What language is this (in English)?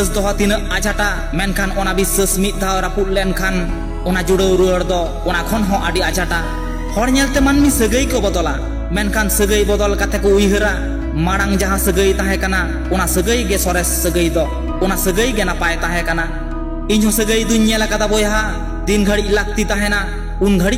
Santali